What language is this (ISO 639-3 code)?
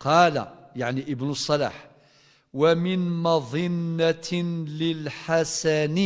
kab